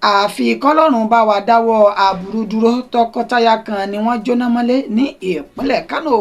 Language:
Yoruba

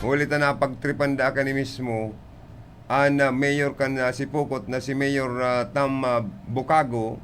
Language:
Bikol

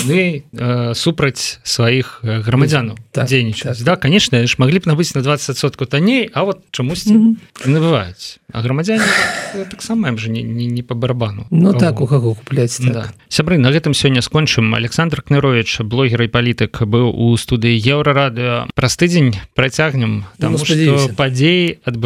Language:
Belarusian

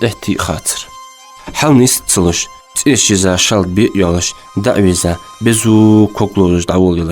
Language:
Ingush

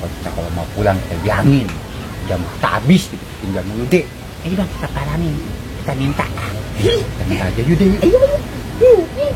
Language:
Betawi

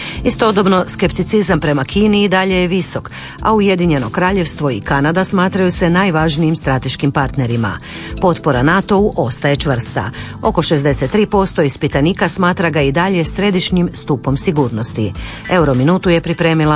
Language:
Croatian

